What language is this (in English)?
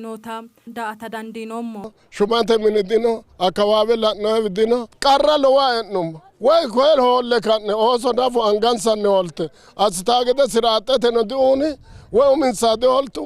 Sidamo